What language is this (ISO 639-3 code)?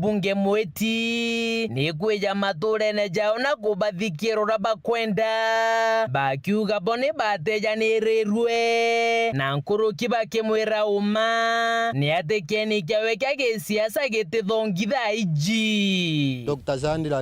mer